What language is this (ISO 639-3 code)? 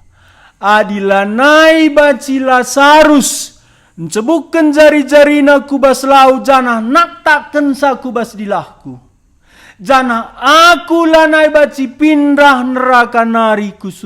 btx